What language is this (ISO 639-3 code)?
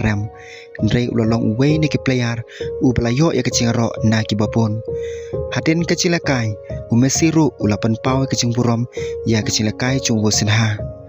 kha